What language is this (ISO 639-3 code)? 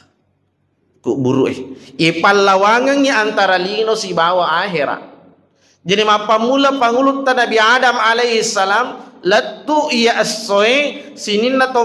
bug